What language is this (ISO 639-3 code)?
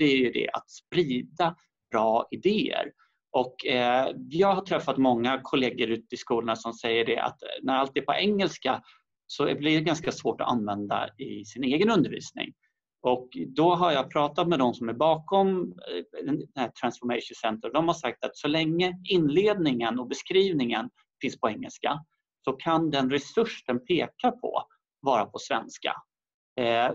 swe